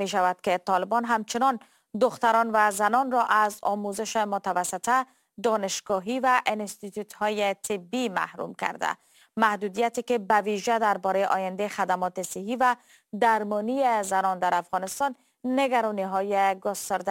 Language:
Persian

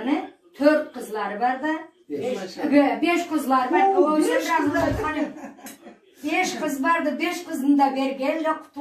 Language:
Karachay-Balkar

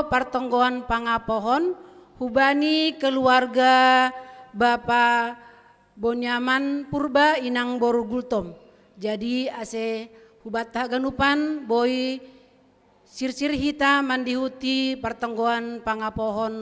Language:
Batak Simalungun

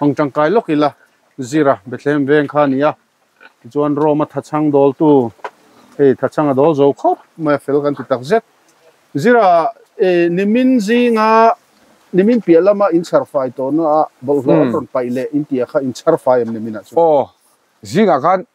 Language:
Mizo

